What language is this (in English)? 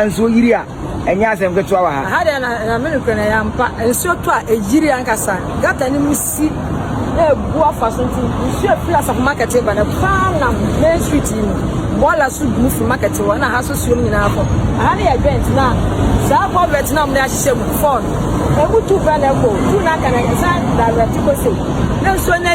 Akan